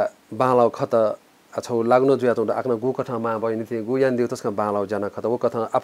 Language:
Newari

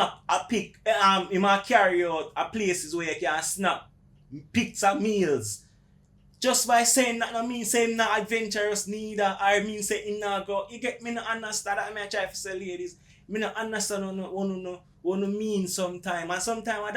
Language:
Jamaican Creole English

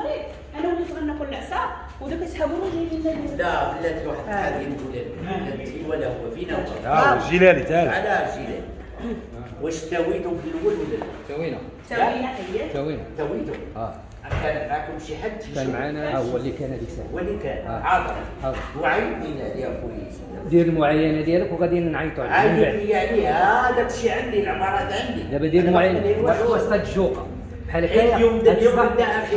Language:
Moroccan Arabic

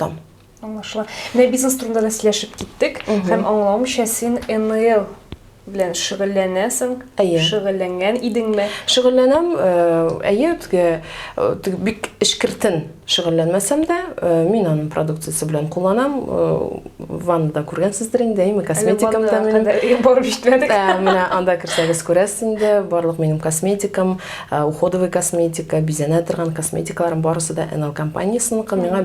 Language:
Tatar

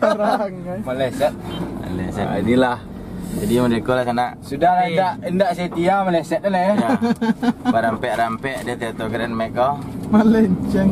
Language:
Minangkabau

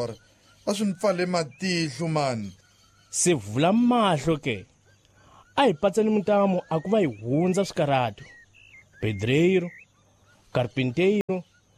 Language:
Tsonga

